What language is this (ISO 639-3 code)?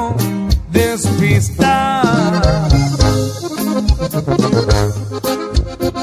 spa